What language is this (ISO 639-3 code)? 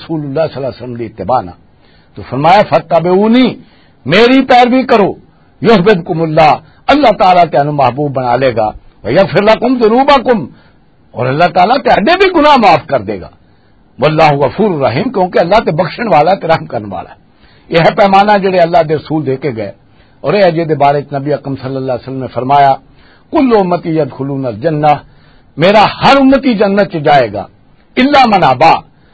lah